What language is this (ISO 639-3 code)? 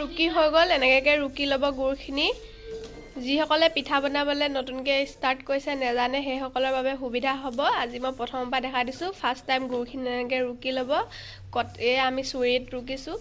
asm